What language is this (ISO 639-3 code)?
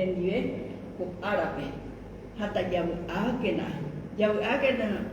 grn